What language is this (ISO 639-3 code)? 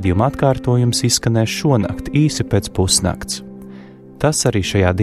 lav